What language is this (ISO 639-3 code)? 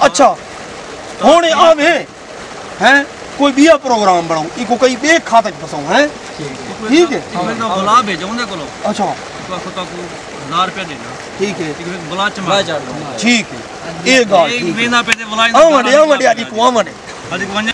skr